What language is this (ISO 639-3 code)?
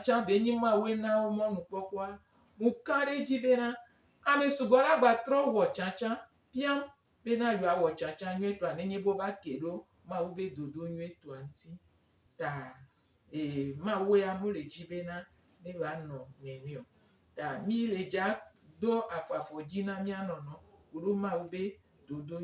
gej